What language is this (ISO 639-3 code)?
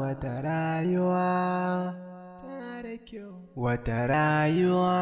hau